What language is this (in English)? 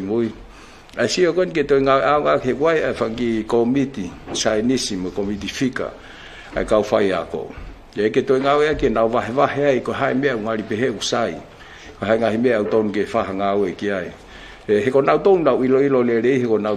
Tongan